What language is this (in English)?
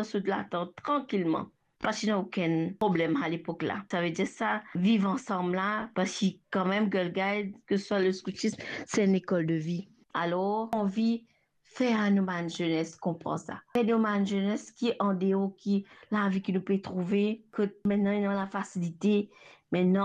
Morisyen